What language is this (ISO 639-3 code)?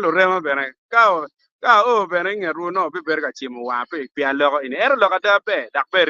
ach